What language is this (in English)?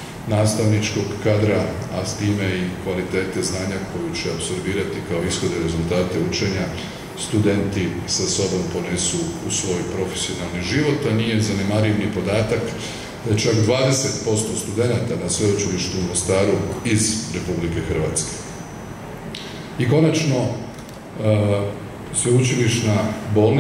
Croatian